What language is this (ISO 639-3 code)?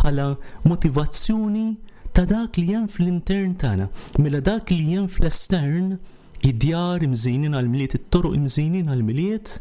mlt